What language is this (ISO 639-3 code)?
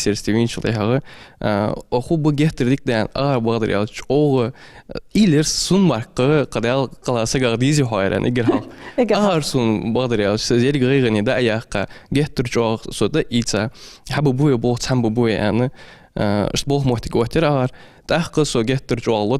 inh